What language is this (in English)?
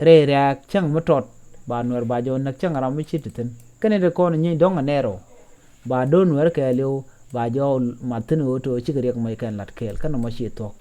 Nuer